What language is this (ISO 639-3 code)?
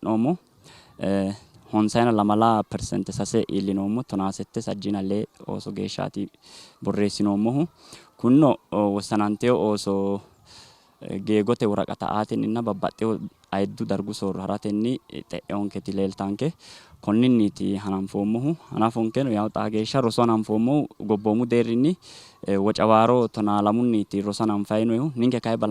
sid